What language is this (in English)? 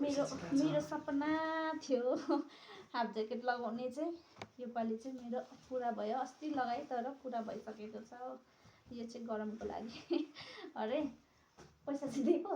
Nepali